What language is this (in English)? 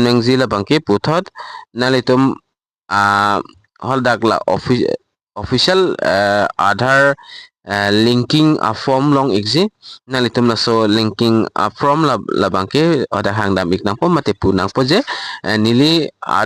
Karbi